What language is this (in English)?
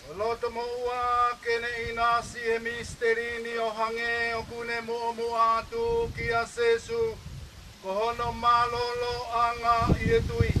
Tongan